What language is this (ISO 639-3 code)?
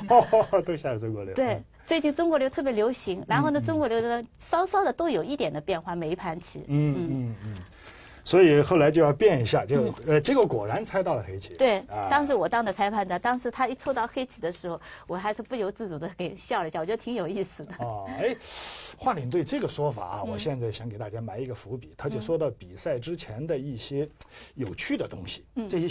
zho